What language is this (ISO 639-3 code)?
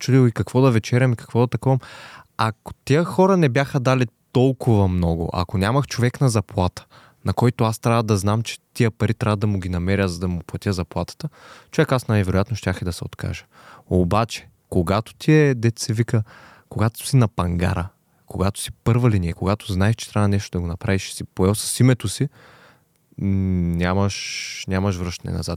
bul